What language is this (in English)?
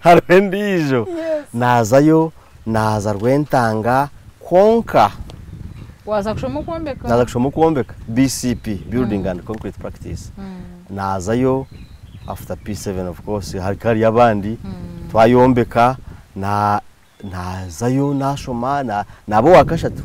Nyankole